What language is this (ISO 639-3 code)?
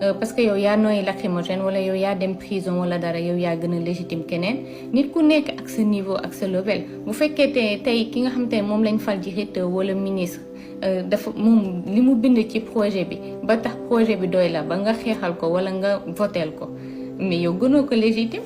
wol